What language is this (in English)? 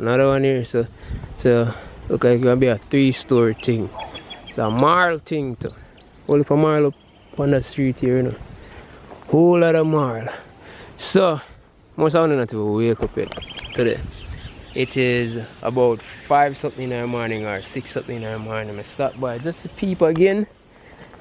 Jamaican Creole English